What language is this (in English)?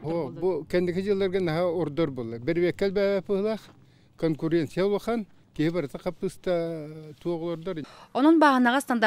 Yakut